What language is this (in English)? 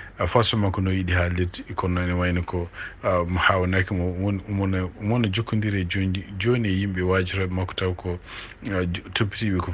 Fula